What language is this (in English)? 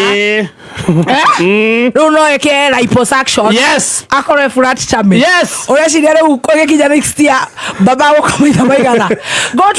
Kikuyu